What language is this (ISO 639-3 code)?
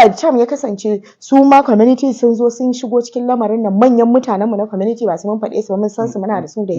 hau